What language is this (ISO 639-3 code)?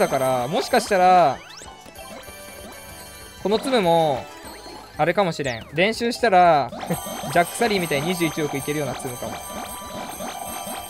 jpn